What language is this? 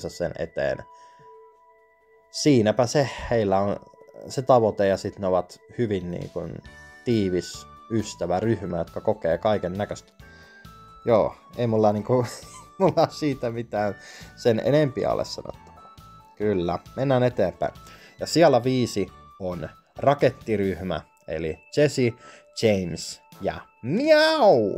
Finnish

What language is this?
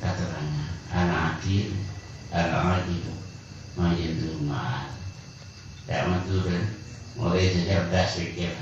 Madurese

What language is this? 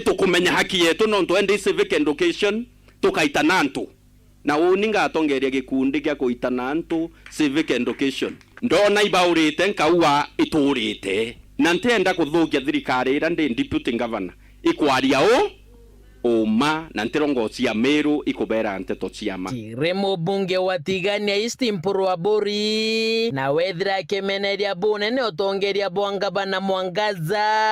Meru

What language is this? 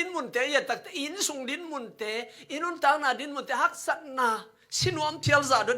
Tedim Chin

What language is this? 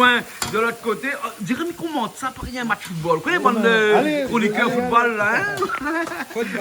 Réunion Creole French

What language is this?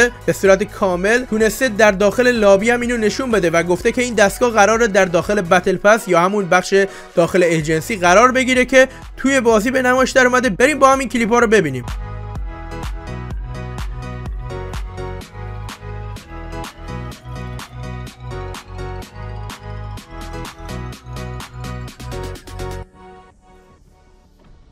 Persian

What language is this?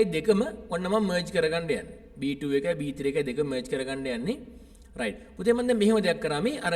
Sinhala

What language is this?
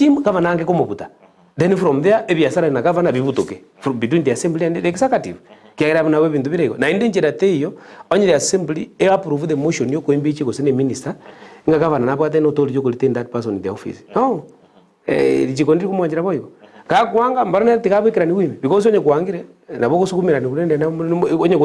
Gusii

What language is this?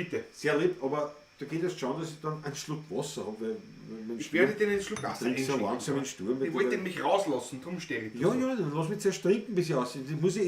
Bavarian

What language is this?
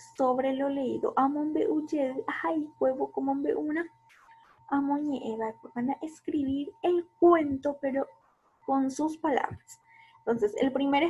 Guarani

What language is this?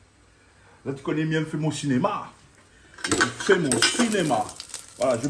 Réunion Creole French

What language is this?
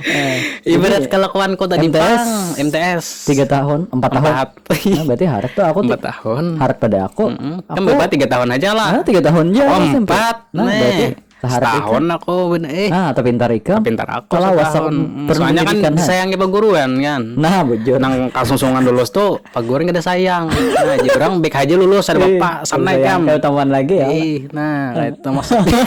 Banjar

